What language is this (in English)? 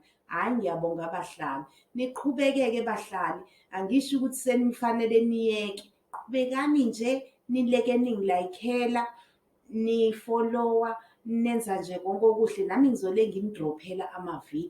Zulu